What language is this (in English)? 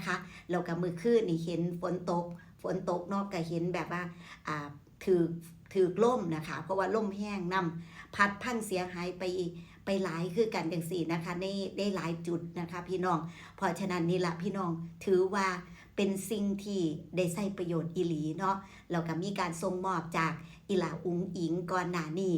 Northeastern Thai